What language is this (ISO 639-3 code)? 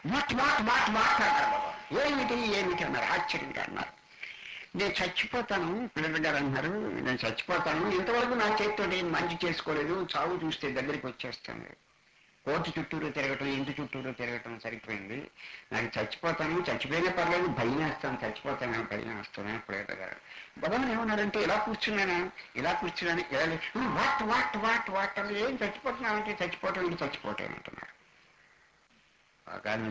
tel